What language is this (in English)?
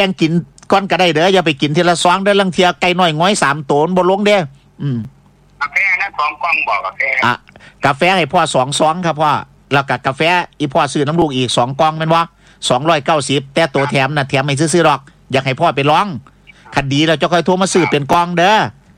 Northeastern Thai